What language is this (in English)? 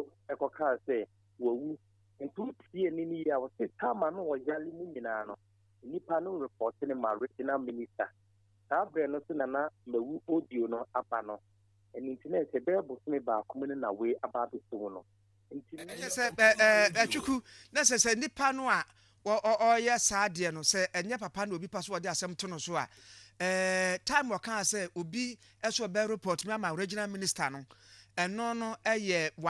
Akan